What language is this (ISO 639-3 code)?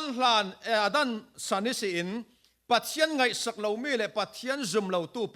cfm